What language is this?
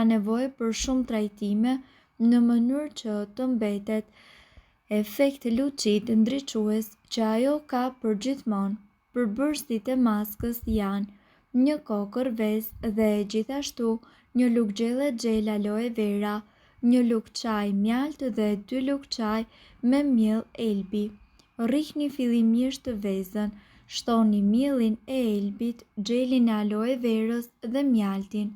Albanian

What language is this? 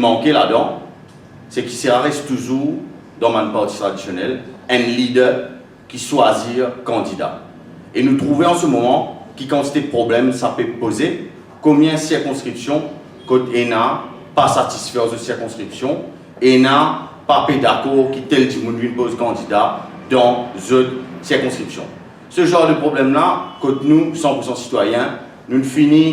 Morisyen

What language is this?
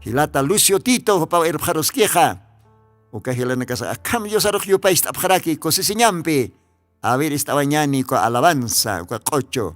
Aymara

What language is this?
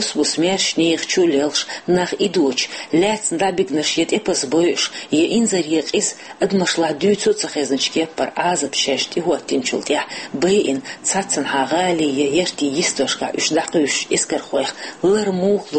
Chechen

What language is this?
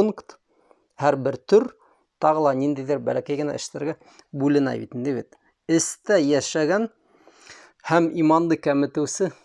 Bashkir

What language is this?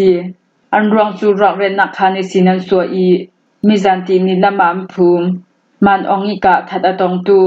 Hakha Chin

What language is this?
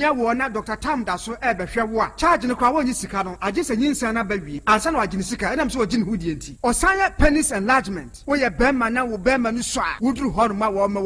Akan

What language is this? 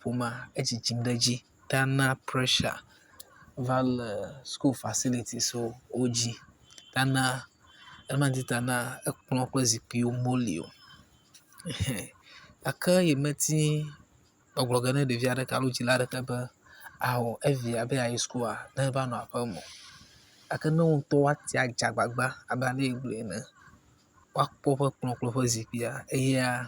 Ewe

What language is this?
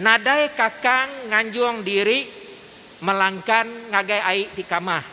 Iban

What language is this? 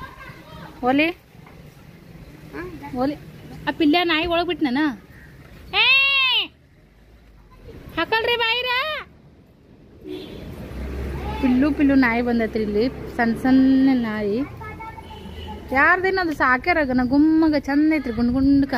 Kannada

